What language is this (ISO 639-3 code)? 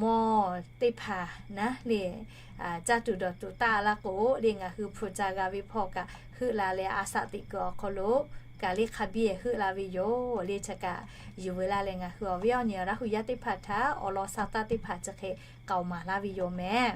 lhu